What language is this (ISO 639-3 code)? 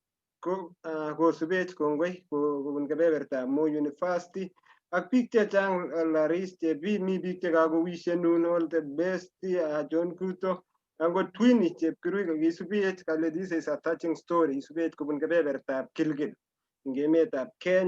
kln